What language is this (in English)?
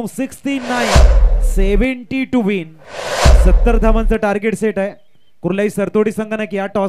Marathi